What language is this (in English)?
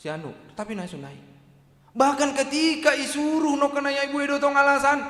Batak Simalungun